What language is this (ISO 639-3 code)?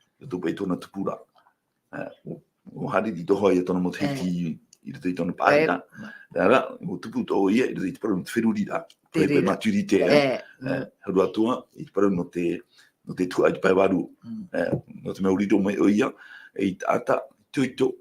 tah